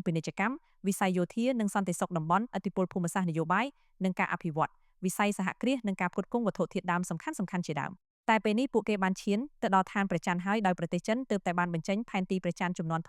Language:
Khmer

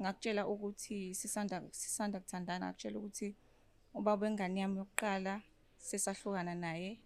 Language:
Zulu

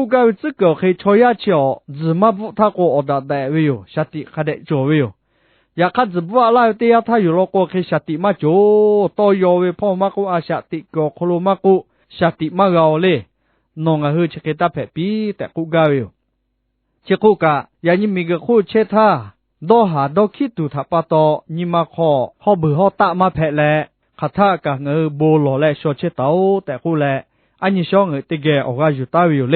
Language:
Lahu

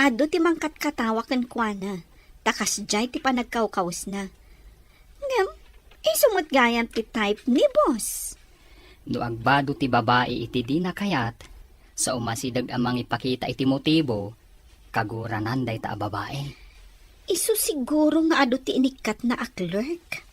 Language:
Iloko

